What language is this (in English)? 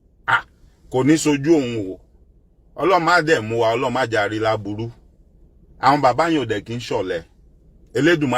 Yoruba